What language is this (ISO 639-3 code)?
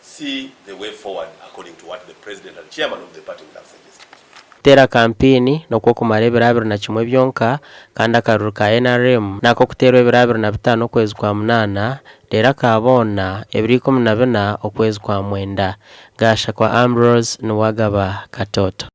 nyn